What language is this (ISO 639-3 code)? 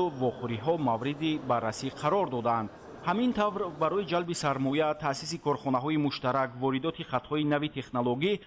tgk